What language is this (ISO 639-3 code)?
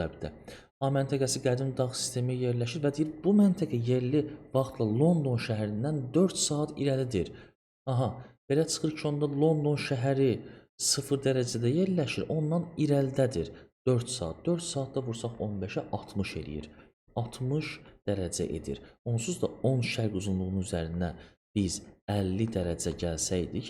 aze